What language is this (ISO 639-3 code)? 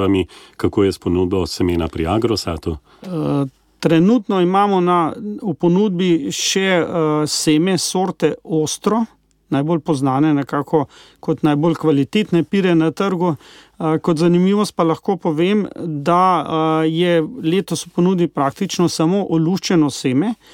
slv